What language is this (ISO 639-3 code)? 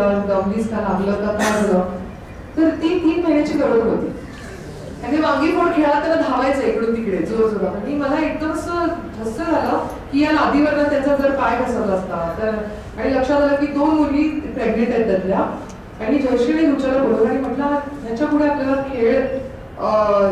mar